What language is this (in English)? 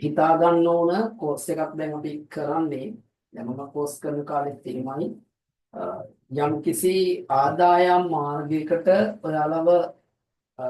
Sinhala